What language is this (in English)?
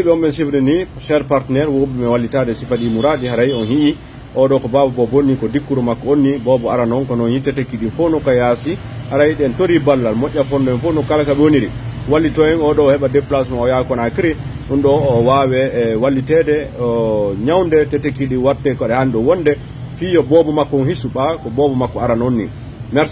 Fula